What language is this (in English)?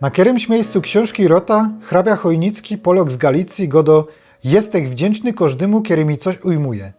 Silesian